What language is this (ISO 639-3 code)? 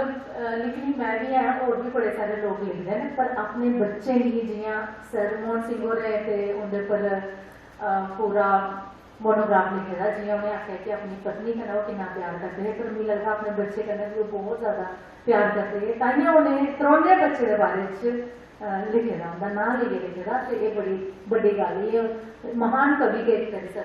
doi